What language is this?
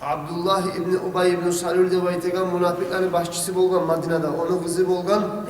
Kumyk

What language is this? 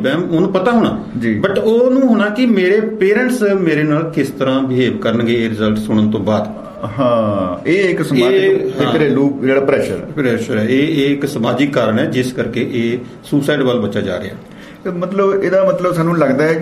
Punjabi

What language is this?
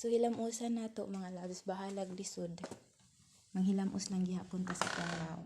Cebuano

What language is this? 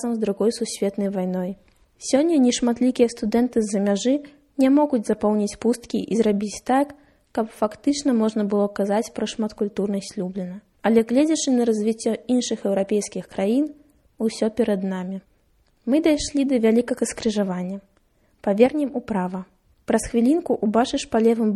Belarusian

